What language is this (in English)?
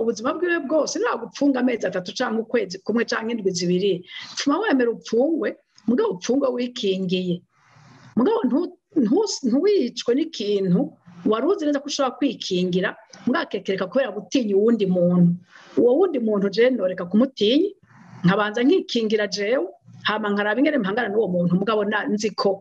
Rundi